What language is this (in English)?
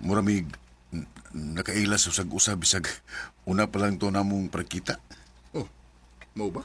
Cebuano